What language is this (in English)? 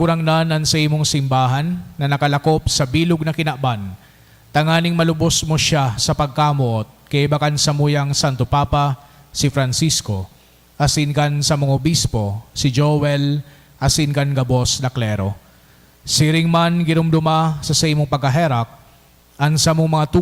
Bikol